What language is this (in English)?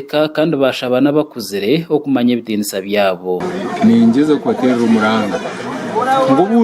Nyankole